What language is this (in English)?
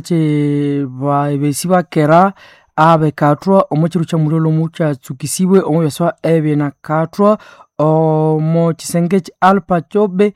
Nande